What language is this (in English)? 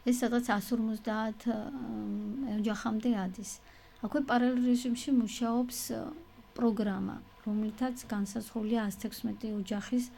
Georgian